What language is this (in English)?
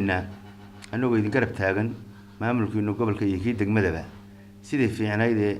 Somali